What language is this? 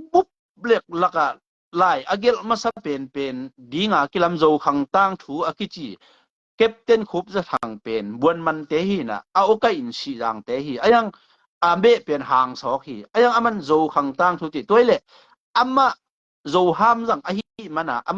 Tedim Chin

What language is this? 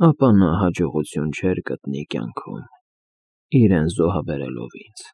Armenian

